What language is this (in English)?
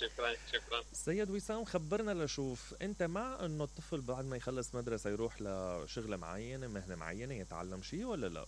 Mesopotamian Arabic